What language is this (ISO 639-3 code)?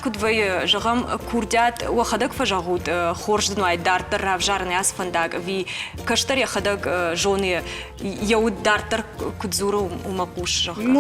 oss